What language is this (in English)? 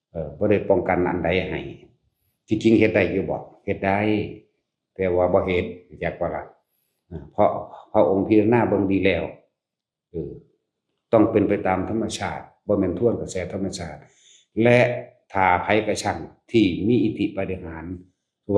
Northeastern Thai